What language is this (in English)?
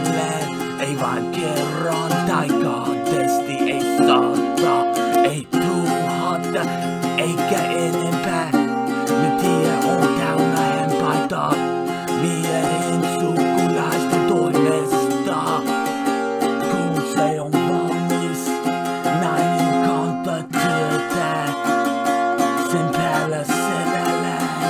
Finnish